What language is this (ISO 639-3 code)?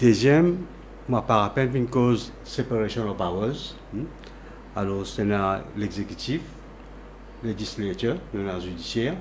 mfe